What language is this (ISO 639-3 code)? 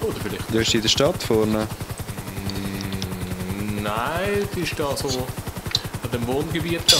gsw